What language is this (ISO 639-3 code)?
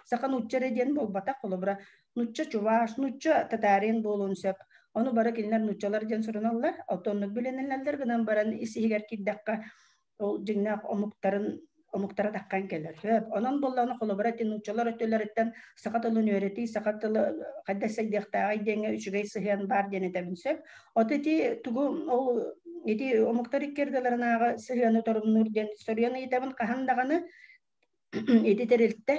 sah